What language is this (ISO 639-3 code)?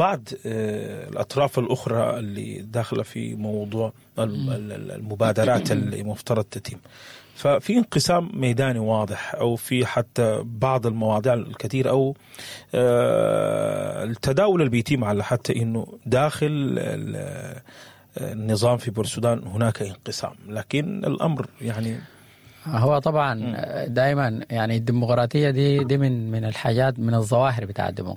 apd